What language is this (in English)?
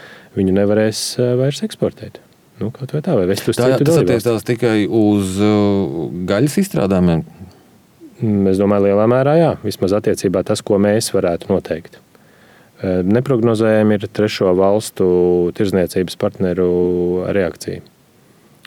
Latvian